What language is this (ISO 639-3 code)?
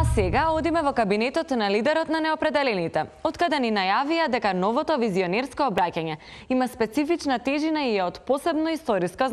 mkd